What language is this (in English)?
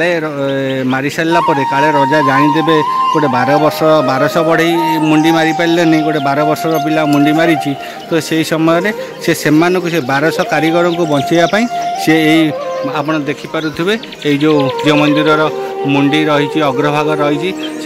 Odia